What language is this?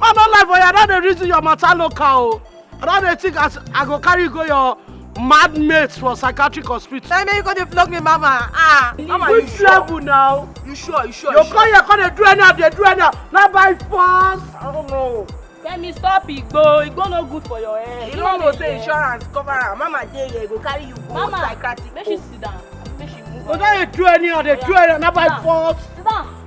Nigerian Pidgin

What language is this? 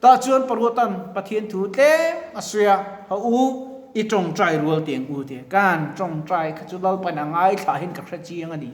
Mizo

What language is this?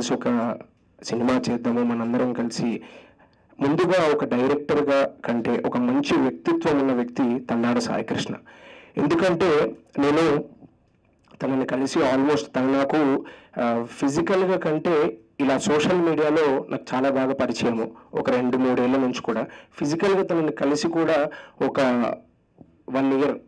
Telugu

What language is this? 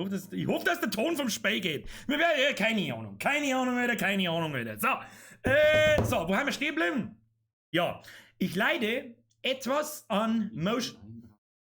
Bavarian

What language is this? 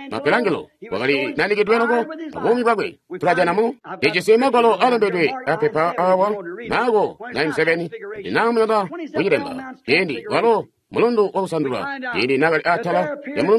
Tonga (Zambia)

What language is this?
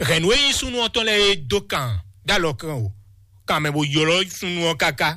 Fon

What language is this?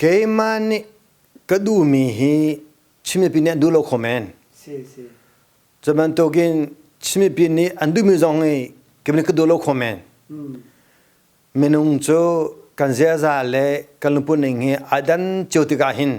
Hakha Chin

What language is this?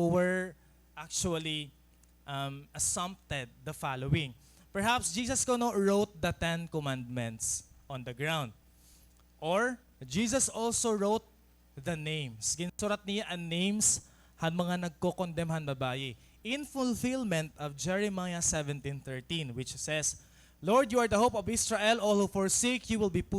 Waray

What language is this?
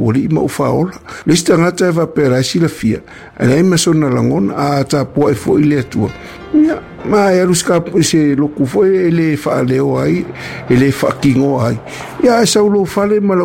Samoan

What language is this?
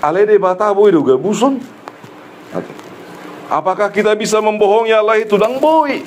Batak Toba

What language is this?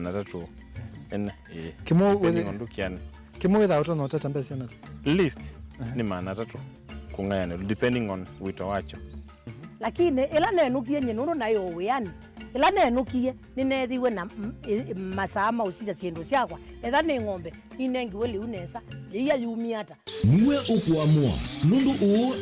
Kamba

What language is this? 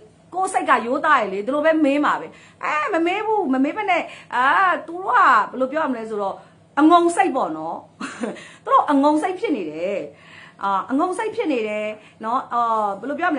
Burmese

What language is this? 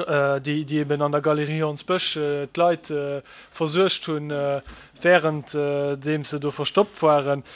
Luxembourgish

